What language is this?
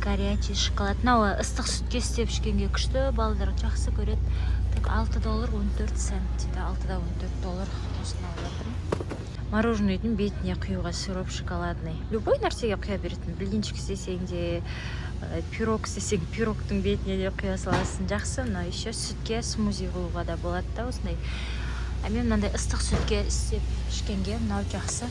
Kazakh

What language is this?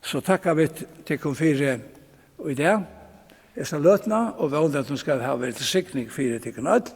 Faroese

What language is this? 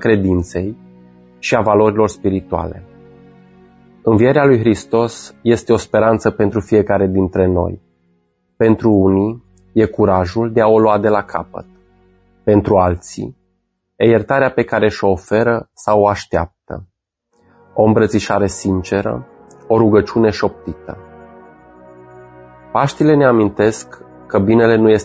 Romanian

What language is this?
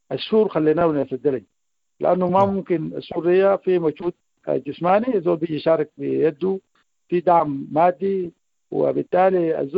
Sudanese Arabic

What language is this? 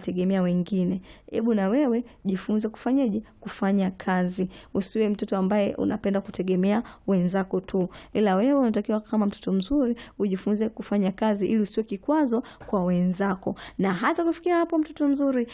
Swahili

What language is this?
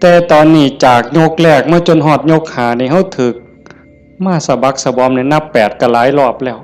Northeastern Thai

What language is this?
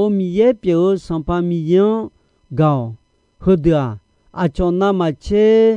Akha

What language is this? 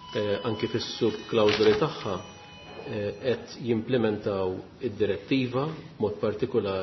Maltese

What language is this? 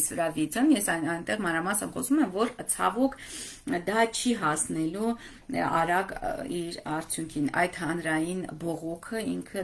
Armenian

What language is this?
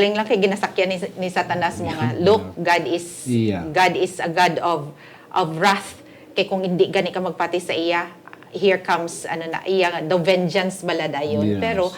Hiligaynon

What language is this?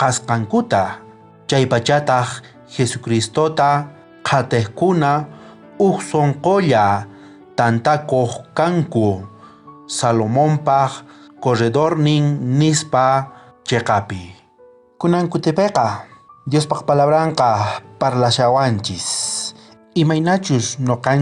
South Bolivian Quechua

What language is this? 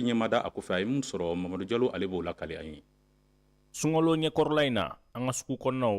Bambara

